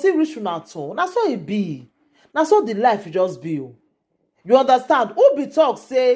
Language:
Nigerian Pidgin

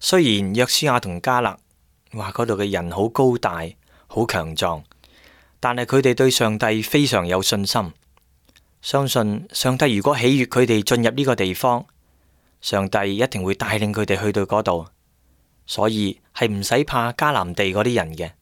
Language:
Cantonese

